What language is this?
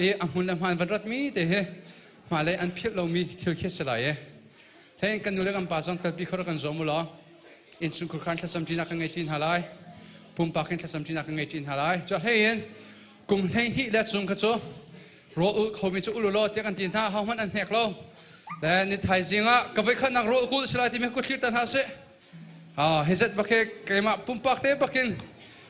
Hakha Chin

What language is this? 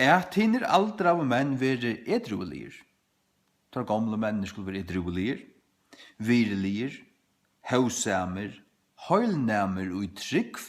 Faroese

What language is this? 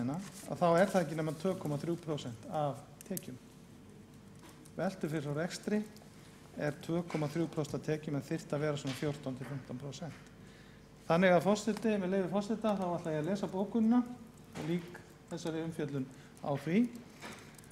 Icelandic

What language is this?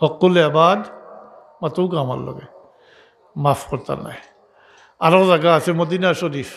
Sylheti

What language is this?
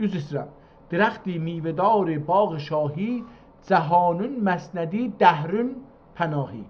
South Azerbaijani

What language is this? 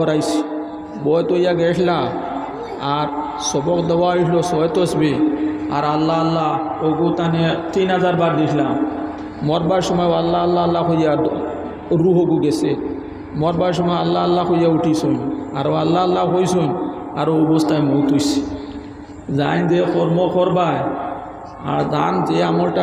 Sylheti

